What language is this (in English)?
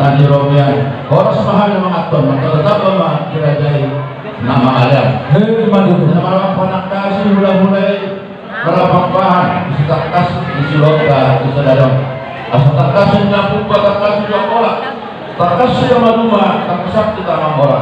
Batak Toba